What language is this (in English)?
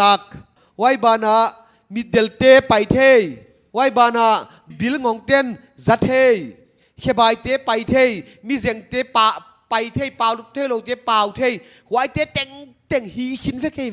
Paite Chin